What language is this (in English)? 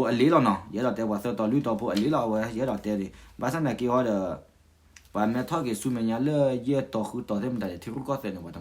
S'gaw Karen